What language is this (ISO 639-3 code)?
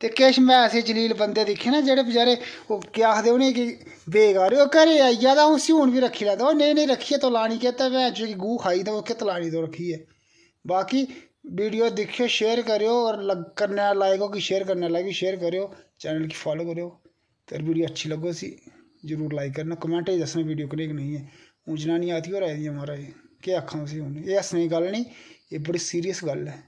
doi